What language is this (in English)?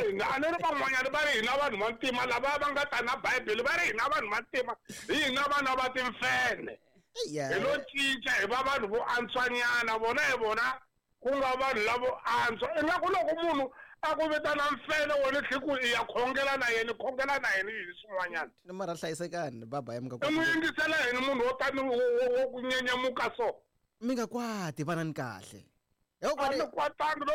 Tsonga